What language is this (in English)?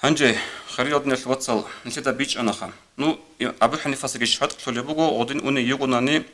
Avaric